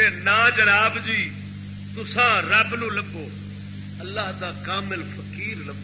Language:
Saraiki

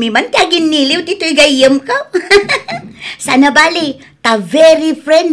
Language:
Iloko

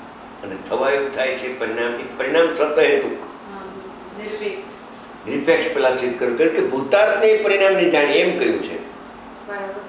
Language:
Gujarati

